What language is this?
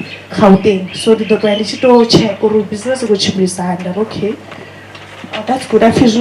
Venda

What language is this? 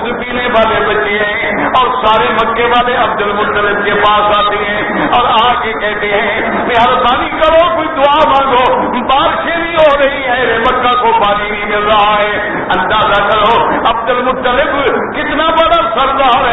Urdu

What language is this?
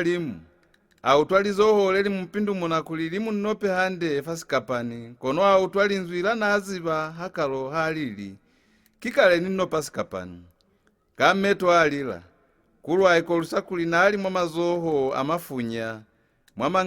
Lozi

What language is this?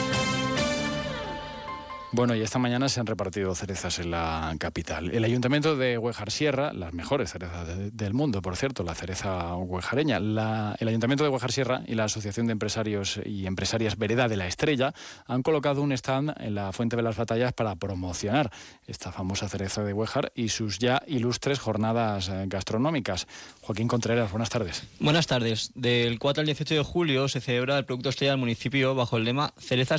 Spanish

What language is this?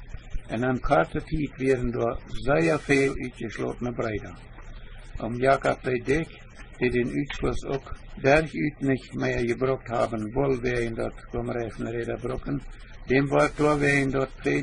Plautdietsch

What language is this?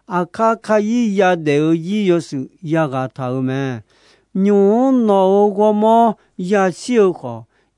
Akha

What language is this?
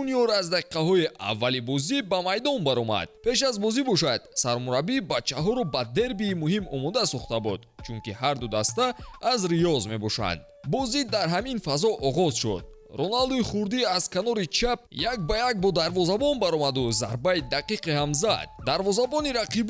Tajik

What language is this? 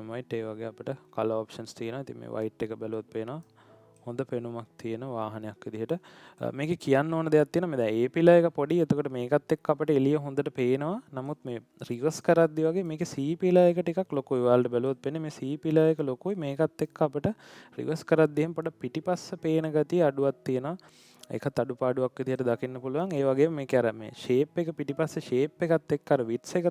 Sinhala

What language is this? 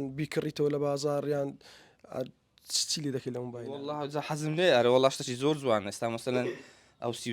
Central Kurdish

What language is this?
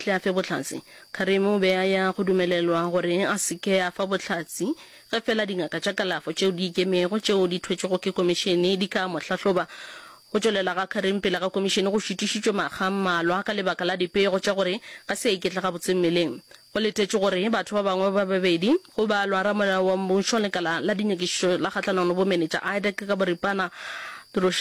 Northern Sotho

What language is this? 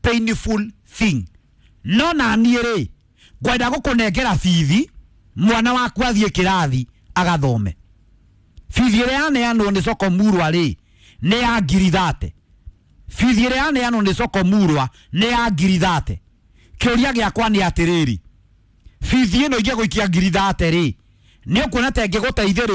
Kikuyu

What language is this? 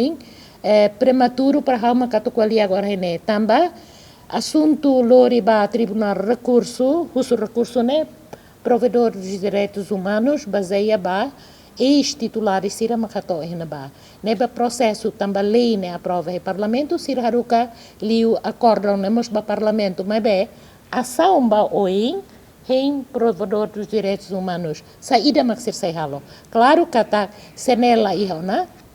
Tetum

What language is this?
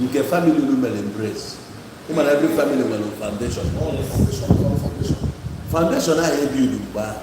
Igbo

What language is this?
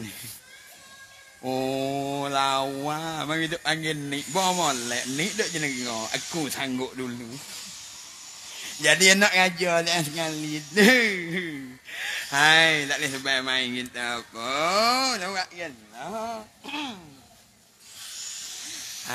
Pattani Malay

